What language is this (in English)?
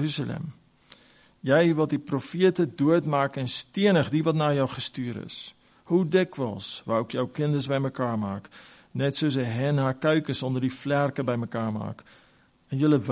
Afrikaans